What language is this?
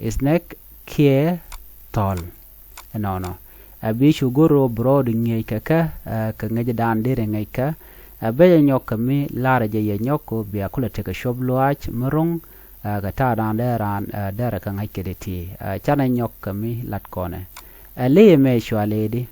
Nuer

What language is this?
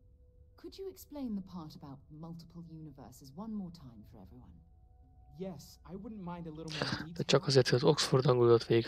Hungarian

